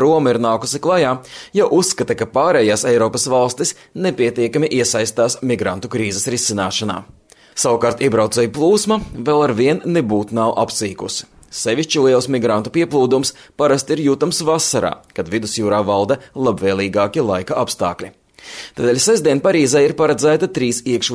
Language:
Latvian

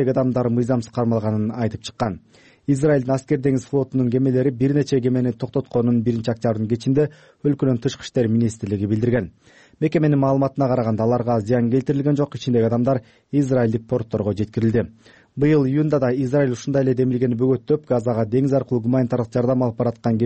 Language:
Kyrgyz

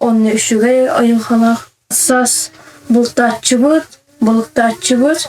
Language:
Yakut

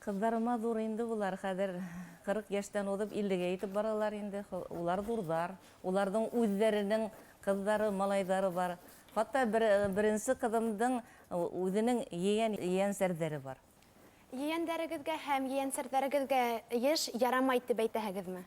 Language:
Bashkir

